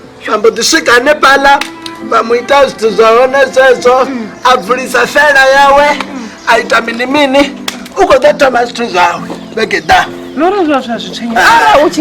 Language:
Venda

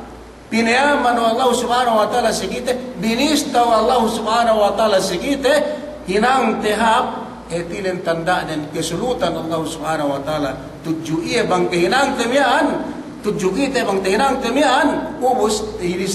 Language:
Yakan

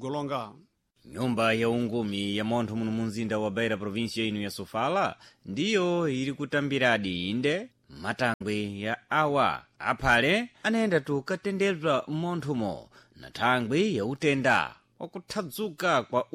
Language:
Sena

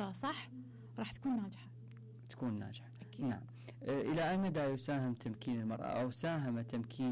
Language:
Mesopotamian Arabic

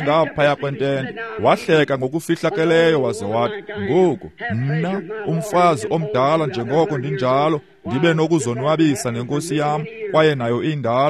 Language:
Xhosa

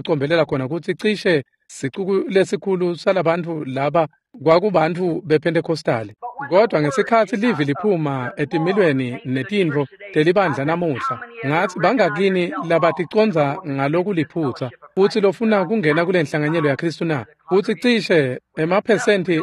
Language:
Swati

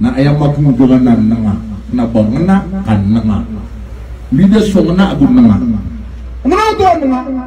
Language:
Maranao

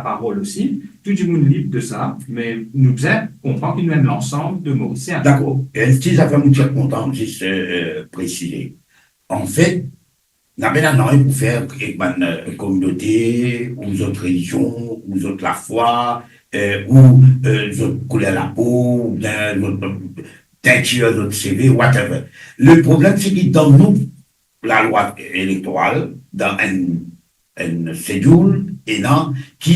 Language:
Morisyen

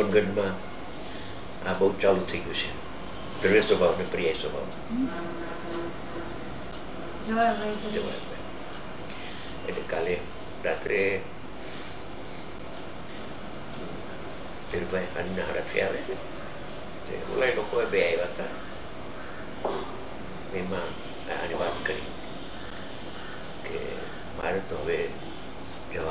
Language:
Gujarati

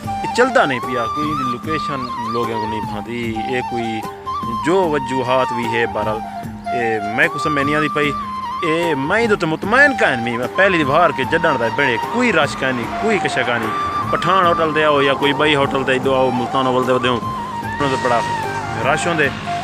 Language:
Saraiki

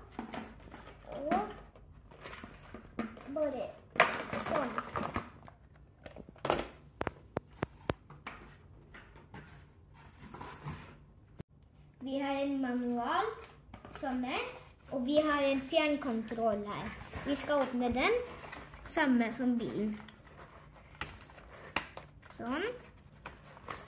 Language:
Norwegian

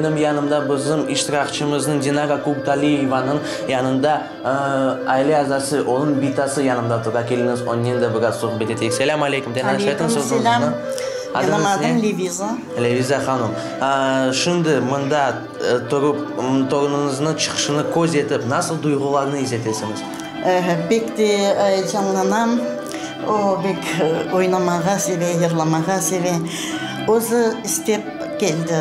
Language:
Crimean Tatar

